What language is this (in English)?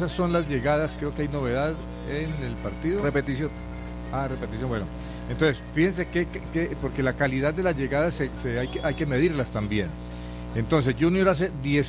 Spanish